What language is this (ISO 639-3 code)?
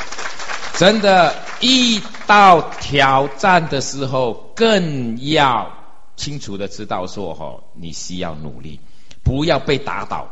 zho